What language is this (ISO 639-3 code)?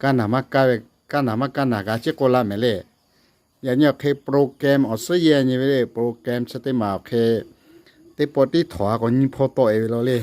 lhu